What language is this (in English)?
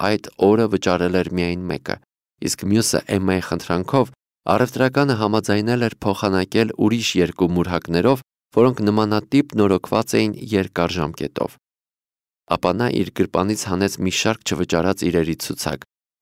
Armenian